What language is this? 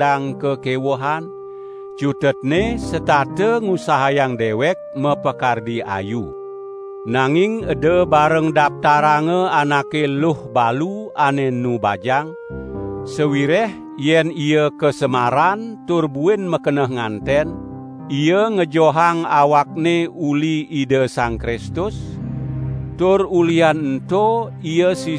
Balinese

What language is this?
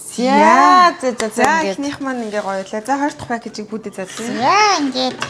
Mongolian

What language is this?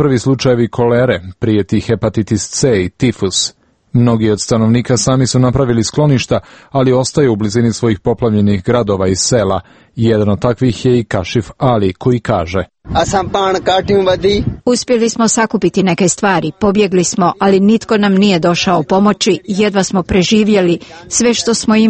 Croatian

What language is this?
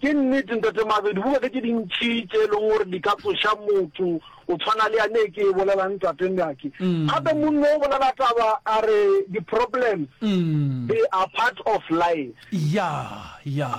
Northern Sotho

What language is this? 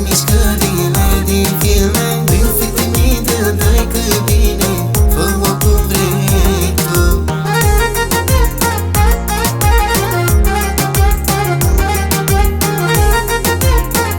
Romanian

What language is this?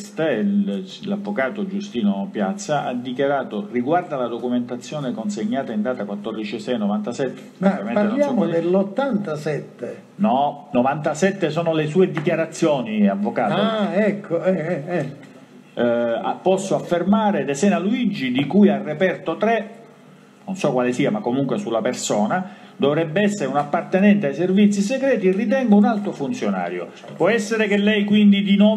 Italian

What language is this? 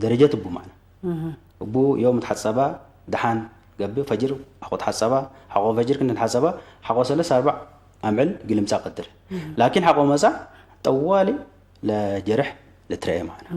Tigre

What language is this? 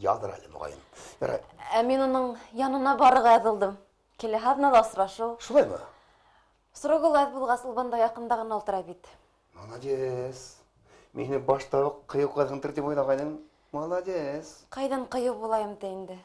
Bashkir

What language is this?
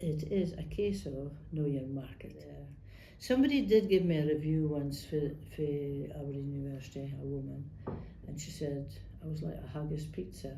Scots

